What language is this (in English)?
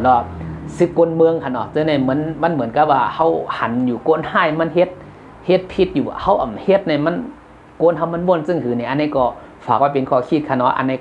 Shan